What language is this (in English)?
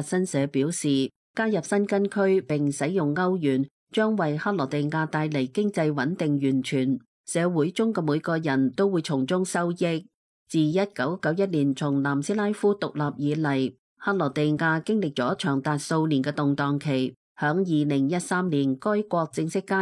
Cantonese